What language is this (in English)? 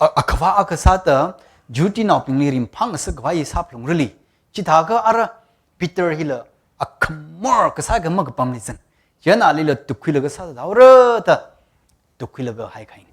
Tangkhul Naga (India)